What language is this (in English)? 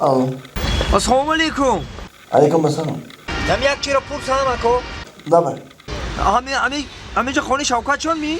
Tajik